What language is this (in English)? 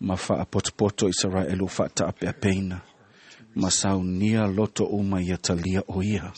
Samoan